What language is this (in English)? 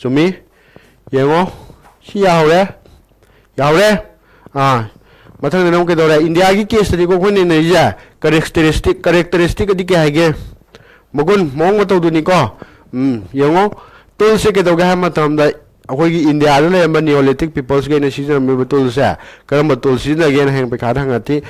Manipuri